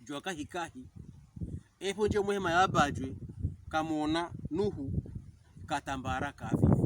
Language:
Pokomo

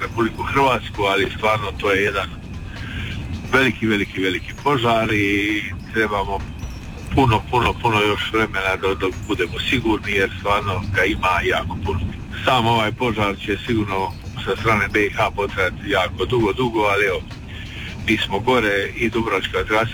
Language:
Croatian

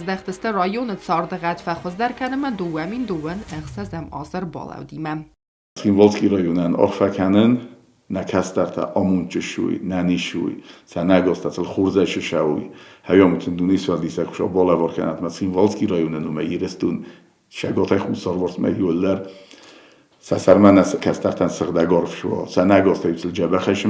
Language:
Ossetic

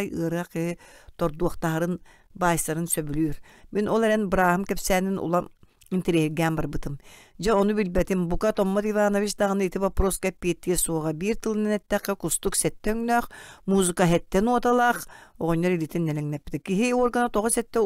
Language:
Yakut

